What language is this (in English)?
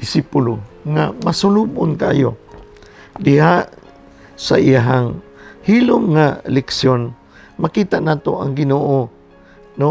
Cebuano